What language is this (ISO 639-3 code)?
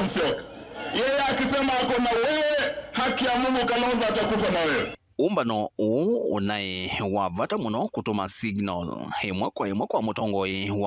kam